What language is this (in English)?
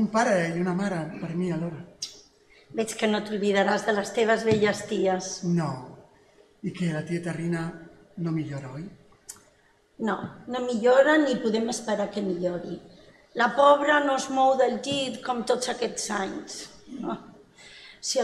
Catalan